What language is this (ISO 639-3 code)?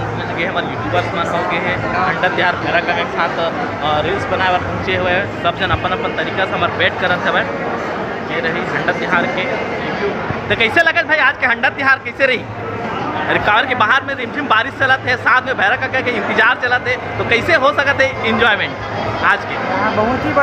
hne